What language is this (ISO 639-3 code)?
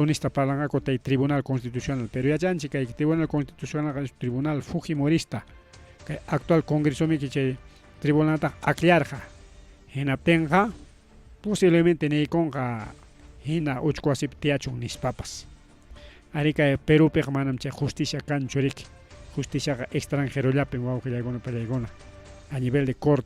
quy